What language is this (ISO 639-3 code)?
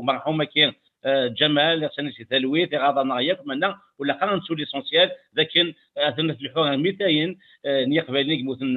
kab